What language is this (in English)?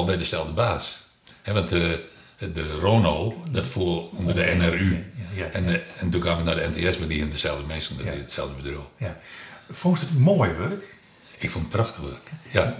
Western Frisian